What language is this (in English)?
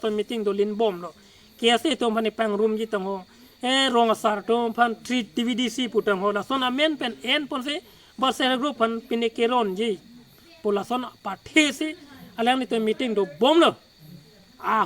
Karbi